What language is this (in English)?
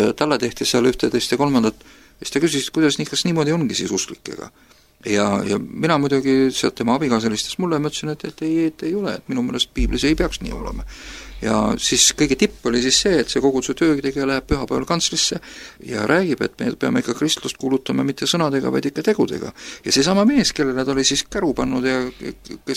Estonian